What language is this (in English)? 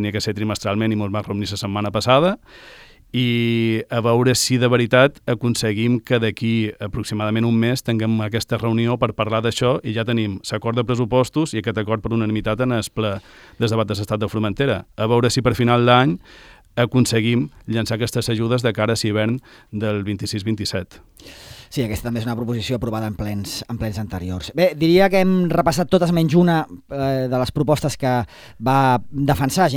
Catalan